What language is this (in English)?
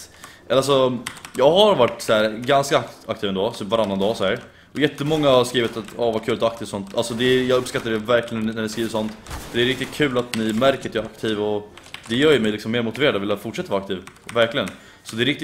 Swedish